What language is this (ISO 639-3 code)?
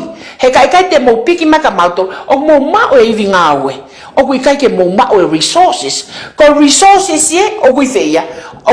ton